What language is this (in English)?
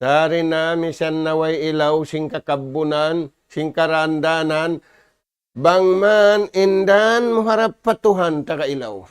Tausug